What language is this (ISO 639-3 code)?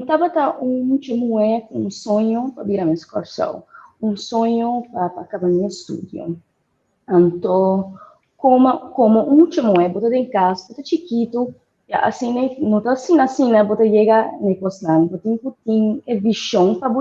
pap